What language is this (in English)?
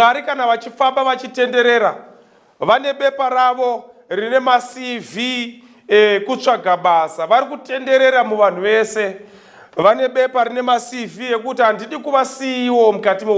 Shona